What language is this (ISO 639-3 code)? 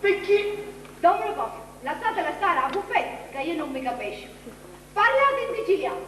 scn